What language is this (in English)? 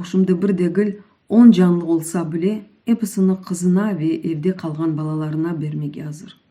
Crimean Tatar